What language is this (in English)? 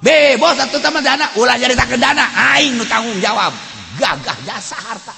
Sundanese